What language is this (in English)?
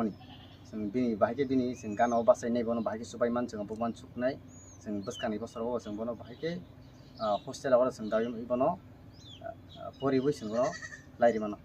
Riang (India)